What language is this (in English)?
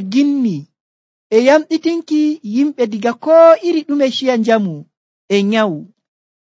Nigerian Fulfulde